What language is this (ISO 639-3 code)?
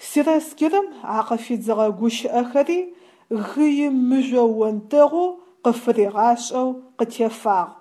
ady